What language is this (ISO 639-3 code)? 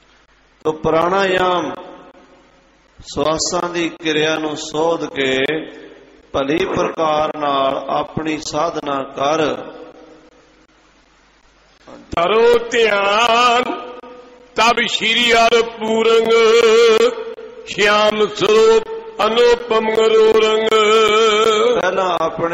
pan